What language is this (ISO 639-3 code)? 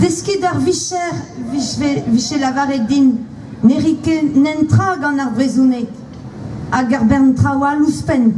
bre